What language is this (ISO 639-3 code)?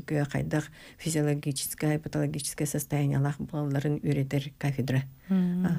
sah